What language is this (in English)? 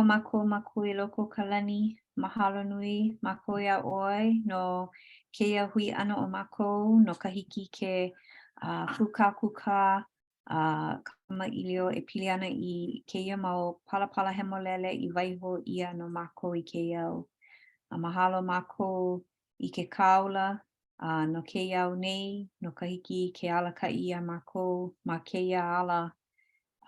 Hawaiian